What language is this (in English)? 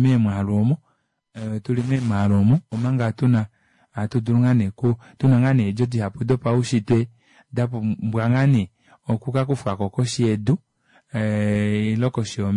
Kuanyama